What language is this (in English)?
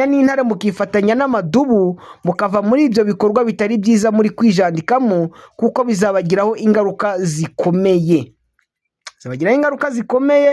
Kinyarwanda